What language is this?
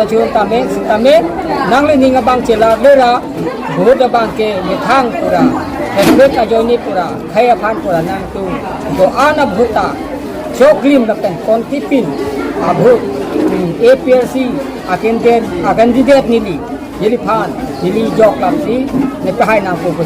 Karbi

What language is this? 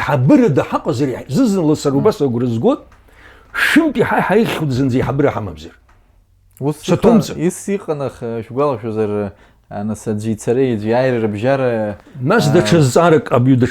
Abkhazian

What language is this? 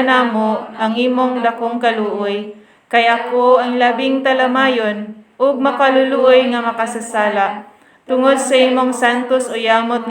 Cebuano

